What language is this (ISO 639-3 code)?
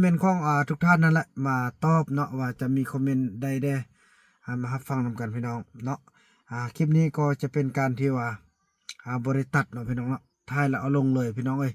lao